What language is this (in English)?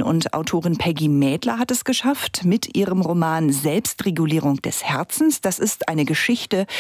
German